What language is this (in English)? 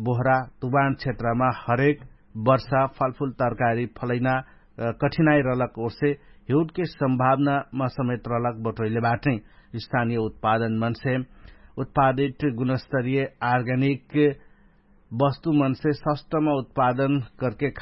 Dangaura Tharu